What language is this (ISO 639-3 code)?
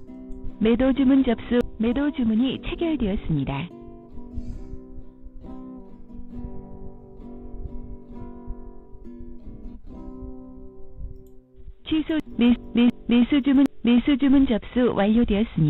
kor